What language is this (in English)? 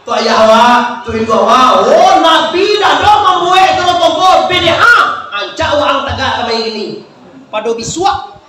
Minangkabau